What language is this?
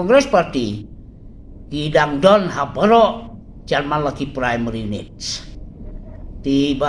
Khasi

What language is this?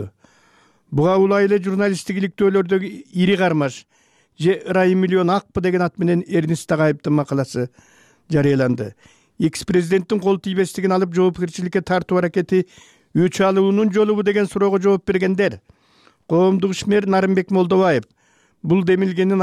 Kyrgyz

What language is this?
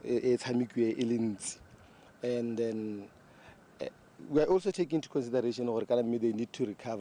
Tswana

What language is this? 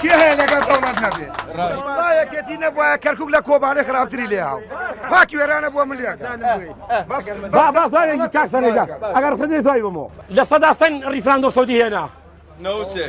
Central Kurdish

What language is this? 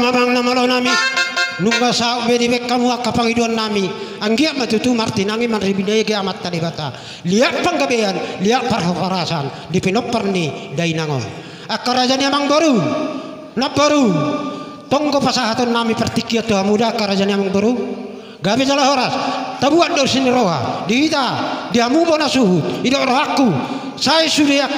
Batak Toba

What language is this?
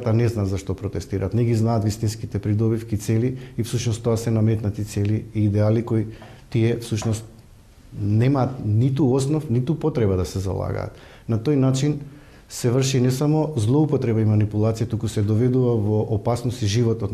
Macedonian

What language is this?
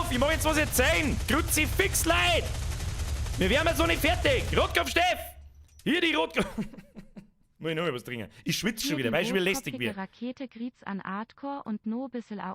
Bavarian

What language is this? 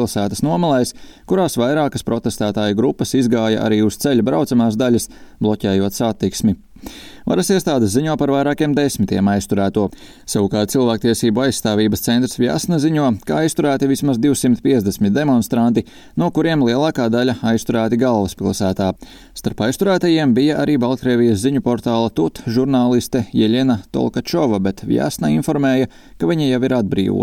Latvian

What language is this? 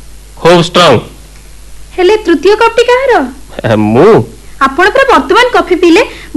Odia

